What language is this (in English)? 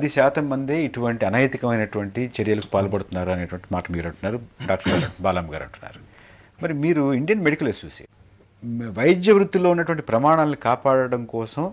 Telugu